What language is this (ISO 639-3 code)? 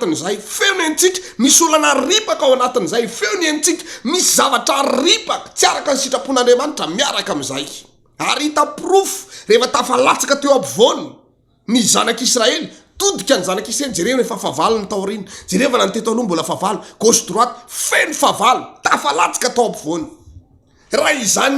mlg